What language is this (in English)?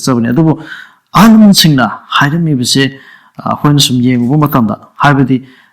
Manipuri